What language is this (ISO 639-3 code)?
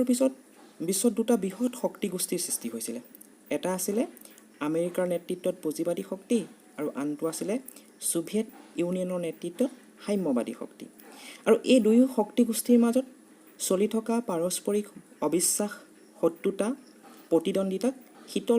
asm